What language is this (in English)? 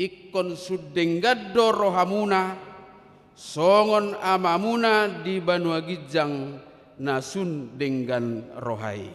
Batak Toba